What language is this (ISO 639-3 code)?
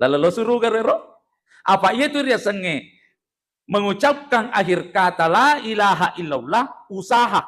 bug